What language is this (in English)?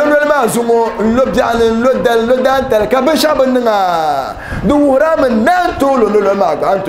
Dagbani